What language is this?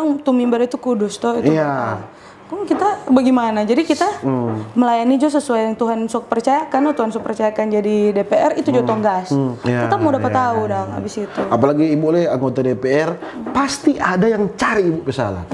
Manado Malay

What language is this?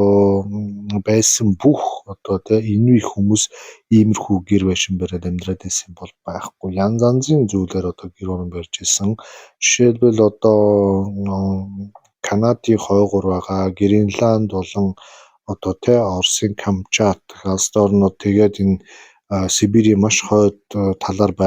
Mongolian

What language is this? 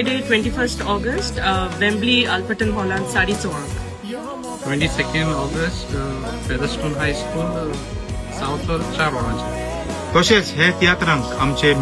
Konkani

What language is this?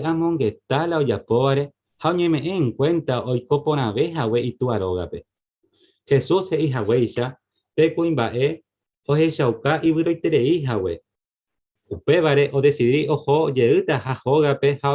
Guarani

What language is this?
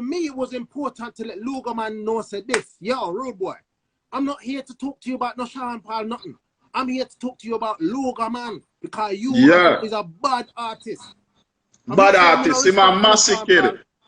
Jamaican Creole English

